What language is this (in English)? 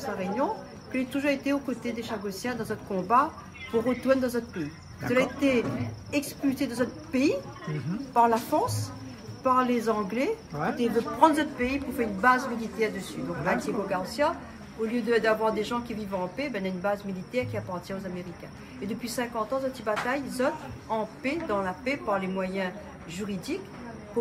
Réunion Creole French